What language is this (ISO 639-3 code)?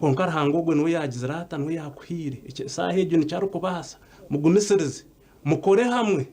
nyn